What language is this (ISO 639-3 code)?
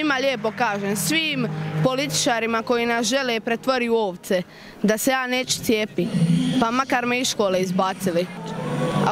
hrv